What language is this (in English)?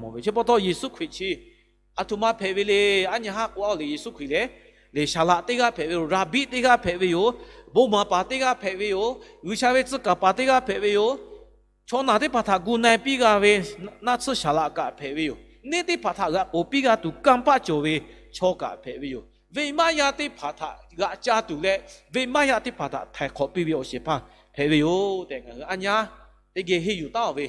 Lahu